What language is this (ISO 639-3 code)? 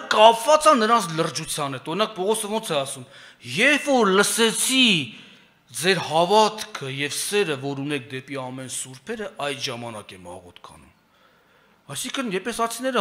hye